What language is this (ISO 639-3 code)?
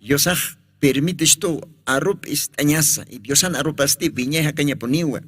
aym